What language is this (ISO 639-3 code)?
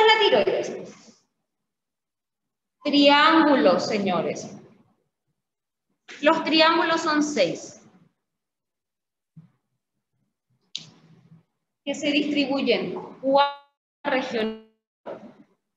spa